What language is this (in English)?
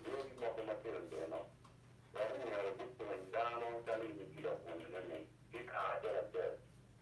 Acoli